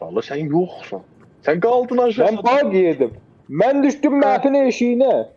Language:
South Azerbaijani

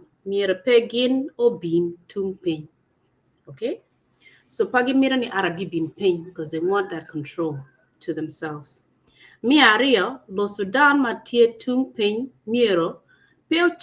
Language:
Acoli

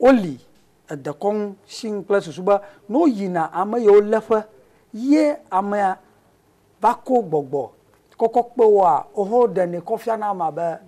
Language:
Ewe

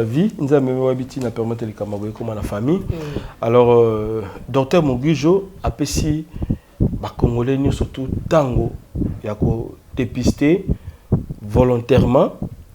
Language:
Lingala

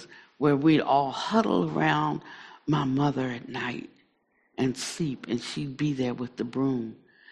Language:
English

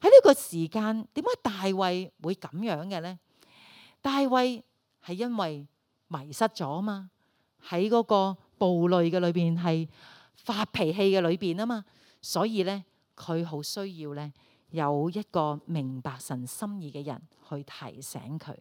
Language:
Cantonese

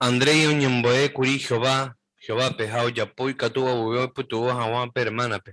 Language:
Guarani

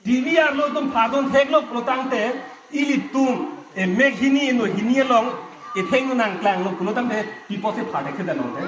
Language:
Karbi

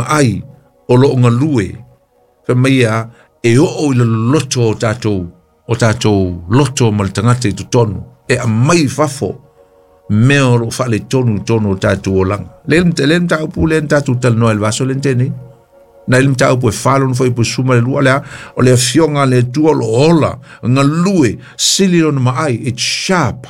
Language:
Samoan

